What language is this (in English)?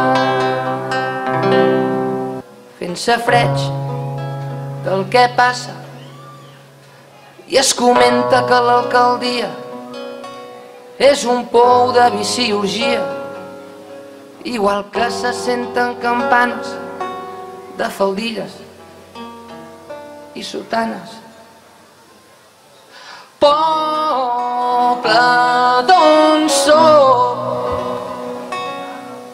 Catalan